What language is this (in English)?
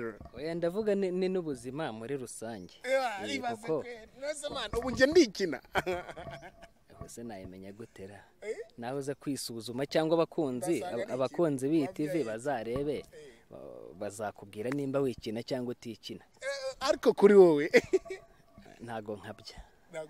Kinyarwanda